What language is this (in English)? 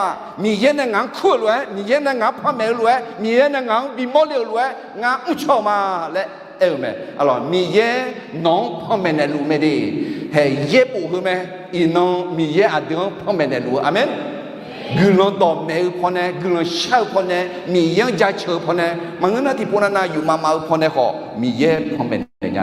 Akha